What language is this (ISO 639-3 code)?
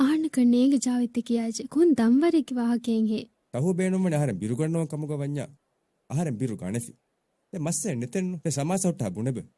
div